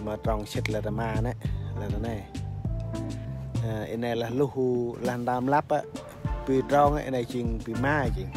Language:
Central Mnong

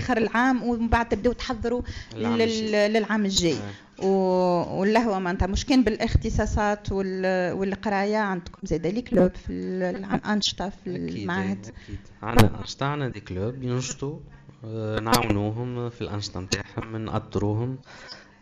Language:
Tunisian Arabic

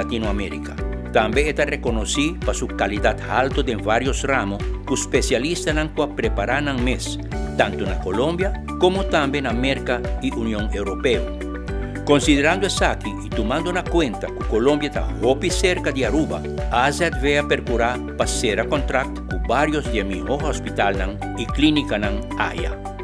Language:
Papiamento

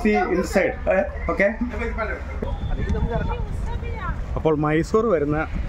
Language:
Malayalam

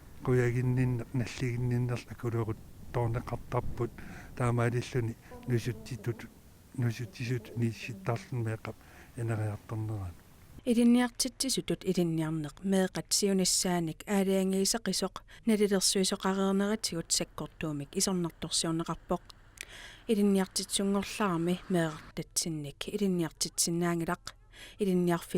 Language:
Kalaallisut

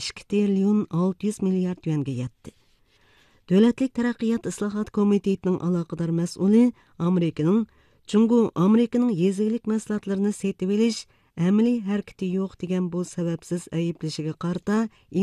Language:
Uyghur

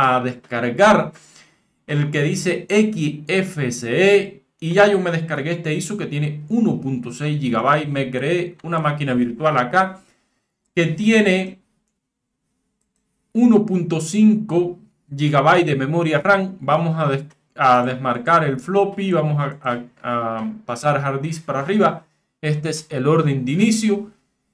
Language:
Spanish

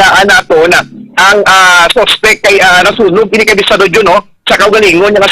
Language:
Hiligaynon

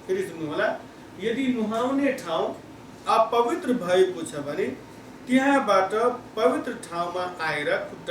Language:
Nepali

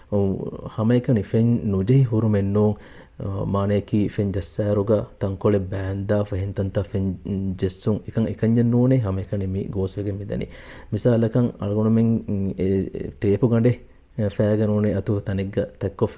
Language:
Divehi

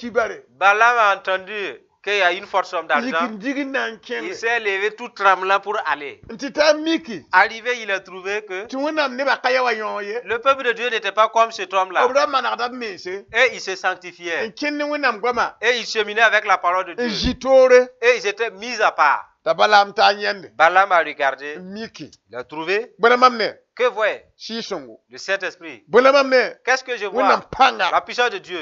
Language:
Mossi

